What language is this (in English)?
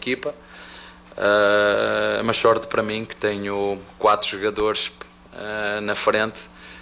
Portuguese